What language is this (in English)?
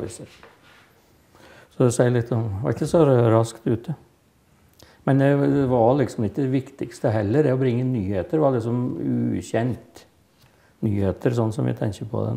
Norwegian